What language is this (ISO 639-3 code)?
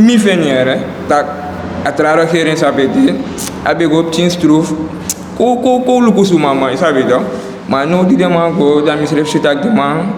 srn